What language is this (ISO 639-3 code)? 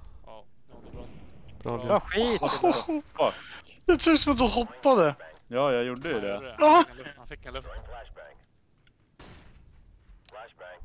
swe